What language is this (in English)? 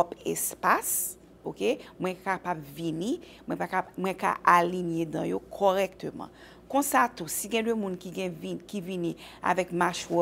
Haitian Creole